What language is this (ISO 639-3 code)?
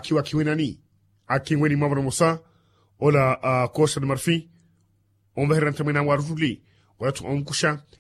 vmw